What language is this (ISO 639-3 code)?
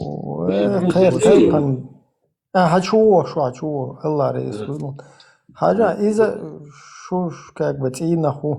che